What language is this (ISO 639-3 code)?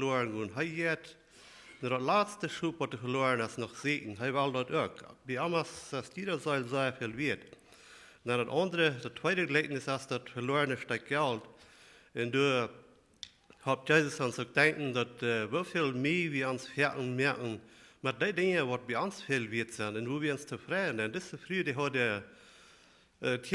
pdt